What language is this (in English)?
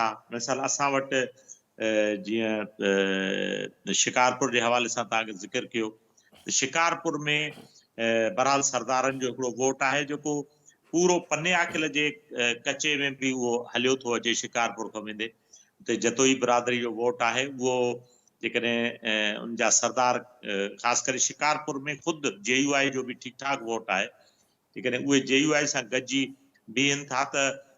Sindhi